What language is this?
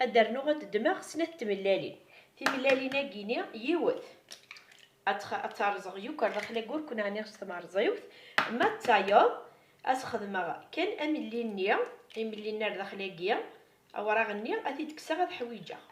Kabyle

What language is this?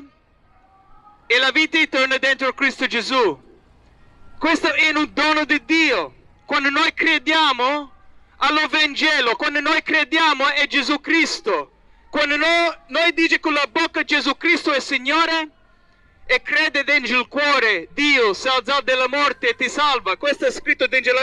Italian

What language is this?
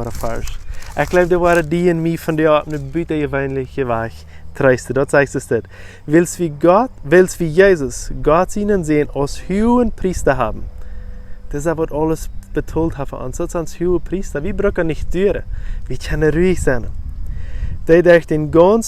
Plautdietsch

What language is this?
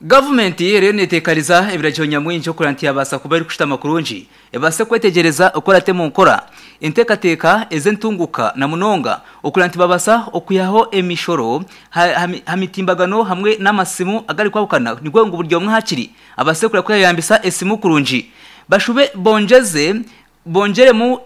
Nyankole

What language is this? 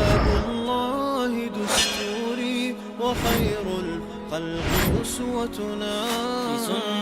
Chechen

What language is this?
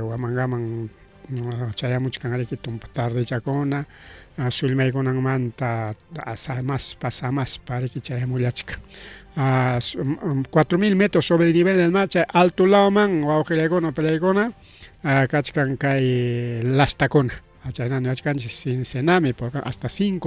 Ayacucho Quechua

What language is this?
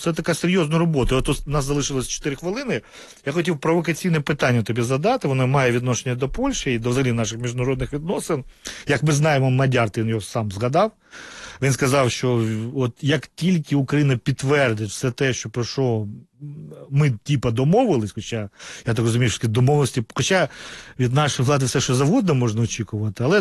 Ukrainian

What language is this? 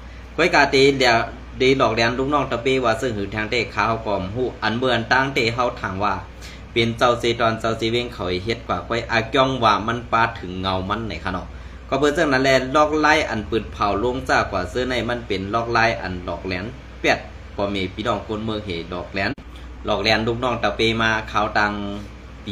Shan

